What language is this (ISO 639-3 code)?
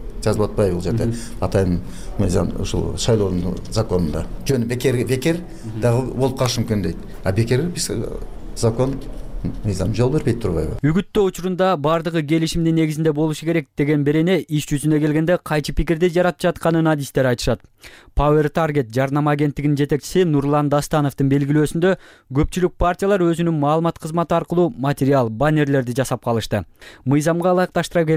kir